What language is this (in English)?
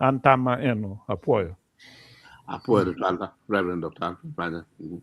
Acoli